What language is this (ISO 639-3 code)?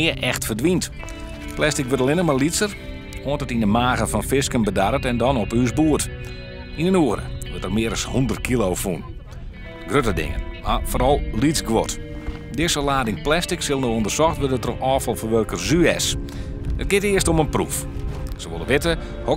fry